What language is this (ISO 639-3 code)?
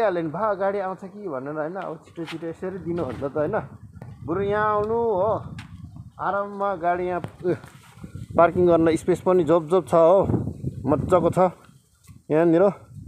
nep